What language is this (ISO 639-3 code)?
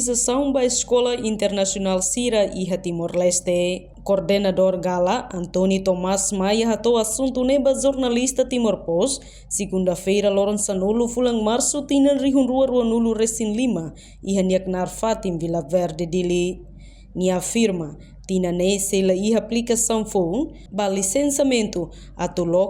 tet